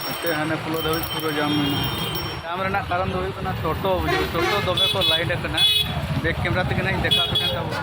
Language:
Santali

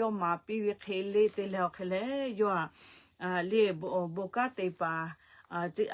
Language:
Lahu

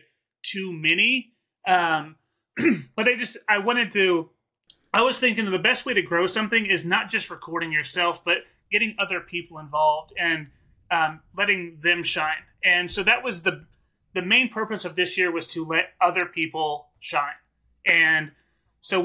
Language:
English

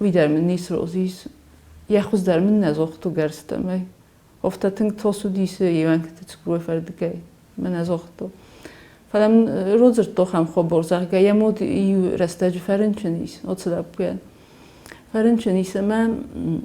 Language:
Ossetic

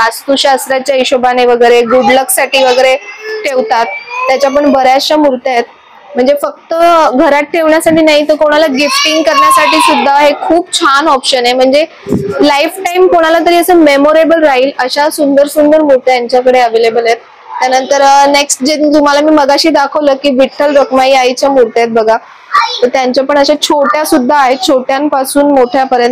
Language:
Marathi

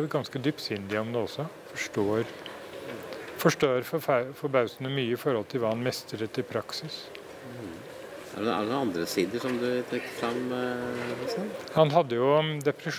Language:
Norwegian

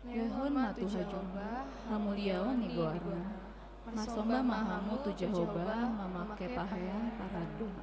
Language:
Batak Toba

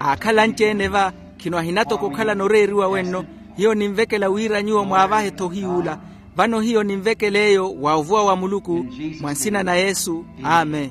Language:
Makhuwa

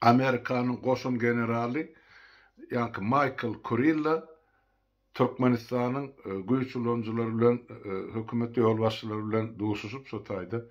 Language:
Turkmen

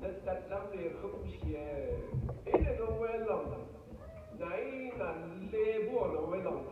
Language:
Rawang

